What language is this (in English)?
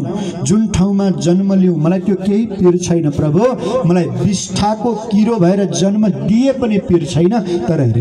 Nepali